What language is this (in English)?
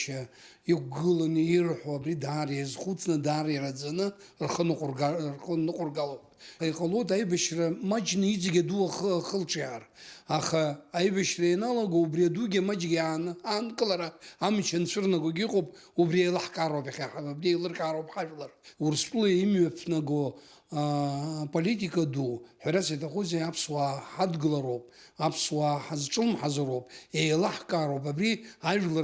Abkhazian